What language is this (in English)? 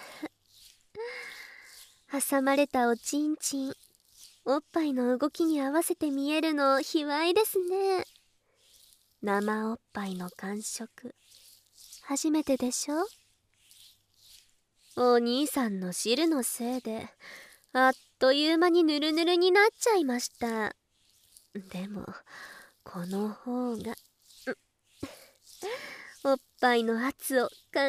Japanese